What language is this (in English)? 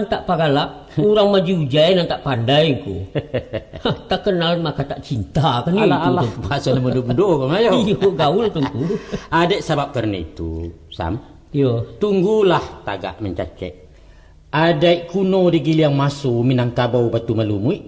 Minangkabau